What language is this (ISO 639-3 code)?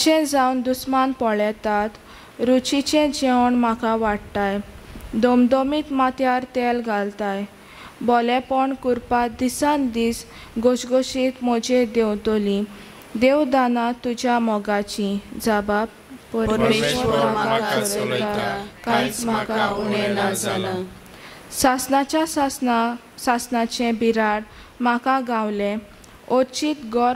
kok